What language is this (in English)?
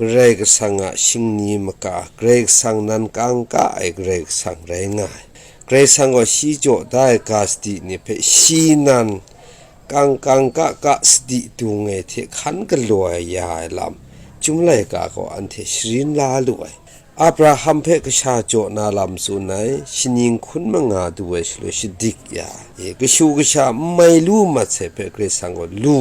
Kachin